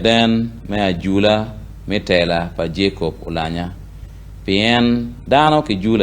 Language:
Acoli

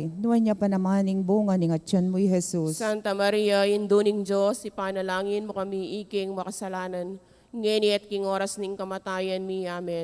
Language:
Pampanga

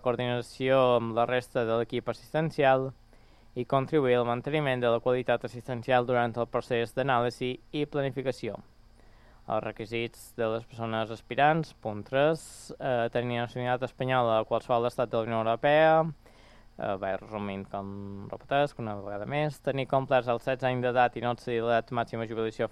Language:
Catalan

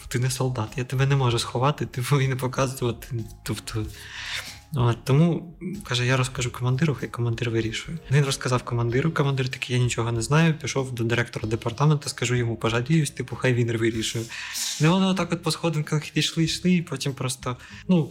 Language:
Ukrainian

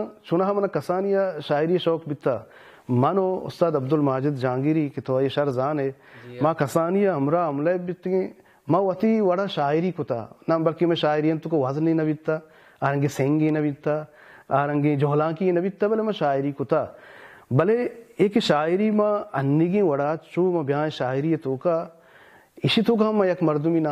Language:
Baluchi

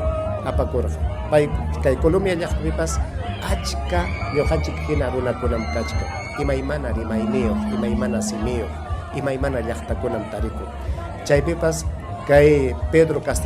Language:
Ayacucho Quechua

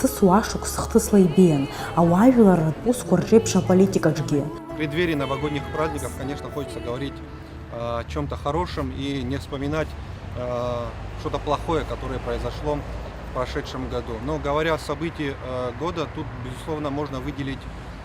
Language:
Abkhazian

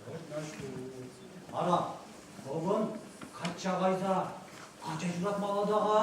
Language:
Chuvash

